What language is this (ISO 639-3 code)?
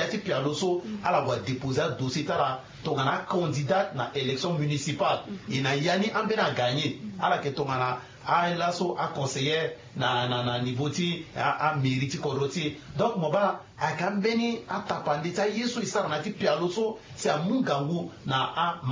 sag